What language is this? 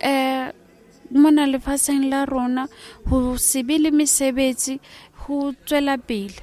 Southern Sotho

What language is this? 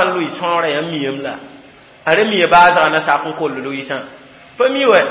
Mossi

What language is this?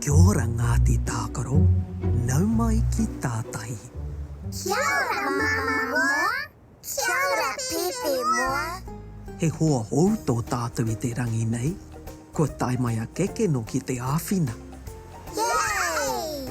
Māori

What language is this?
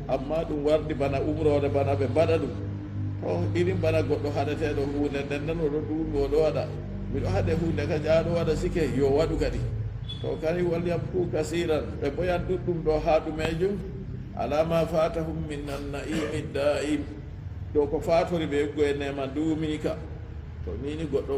Fula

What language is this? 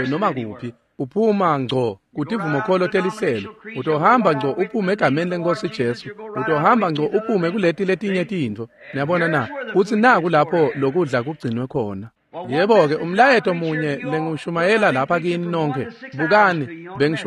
Swati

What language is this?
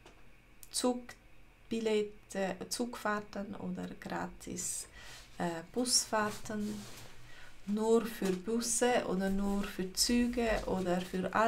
Swiss German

